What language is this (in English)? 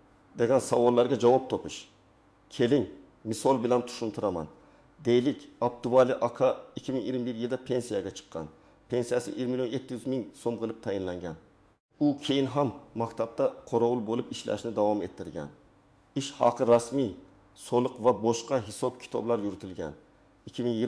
Uzbek